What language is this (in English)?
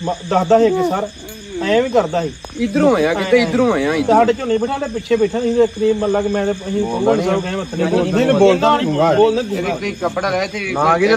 Punjabi